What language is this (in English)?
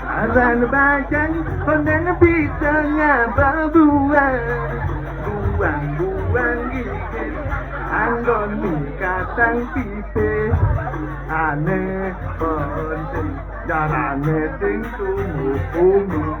Balinese